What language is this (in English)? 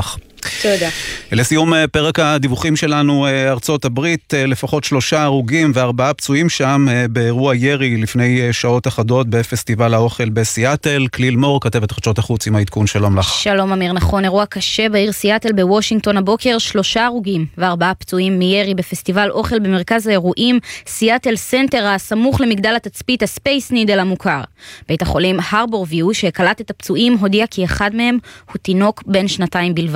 Hebrew